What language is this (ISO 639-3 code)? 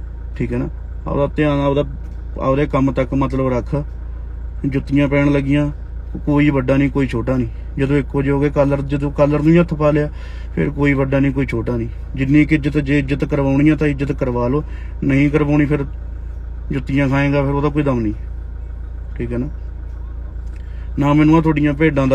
pan